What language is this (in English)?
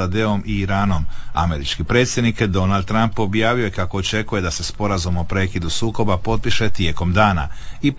Croatian